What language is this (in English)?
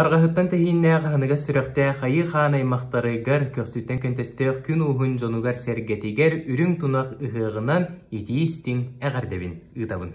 Yakut